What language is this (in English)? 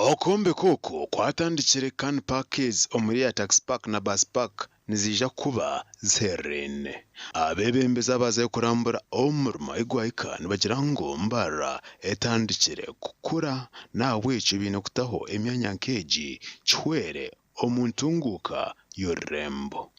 Nyankole